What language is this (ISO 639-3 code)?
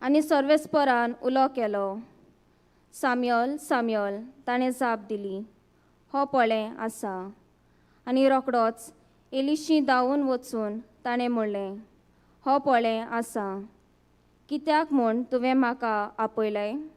kok